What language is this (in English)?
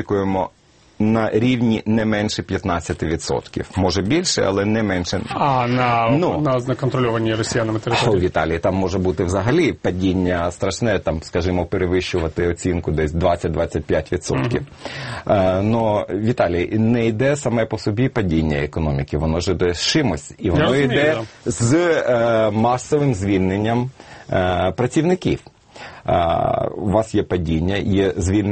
Ukrainian